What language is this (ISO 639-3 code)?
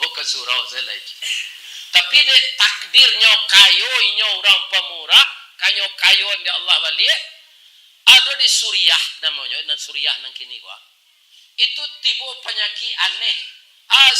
min